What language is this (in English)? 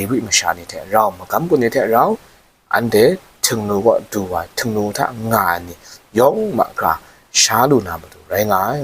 Kachin